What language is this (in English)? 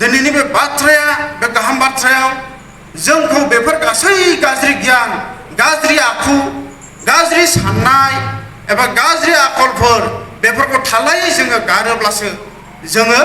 Bodo